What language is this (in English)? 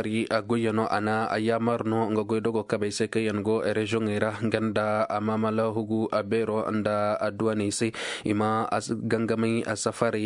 Koyraboro Senni